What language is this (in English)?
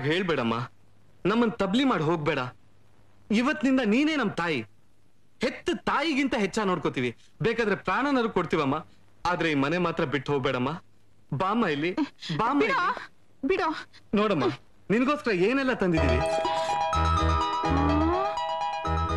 Kannada